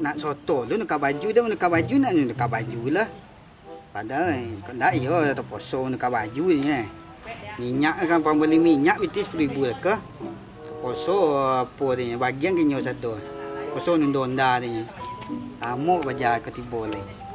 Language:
Minangkabau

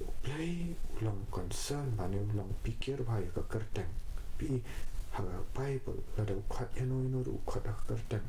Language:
Khasi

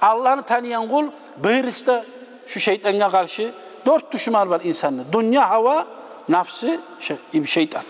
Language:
Kumyk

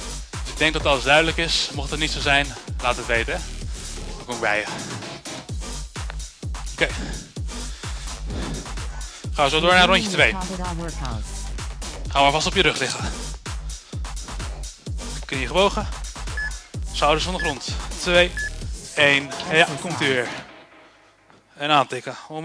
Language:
Dutch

